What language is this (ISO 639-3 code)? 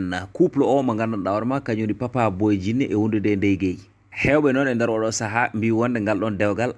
ful